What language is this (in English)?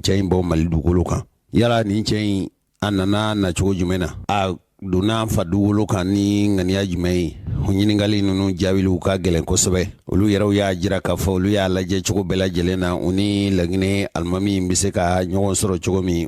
Bambara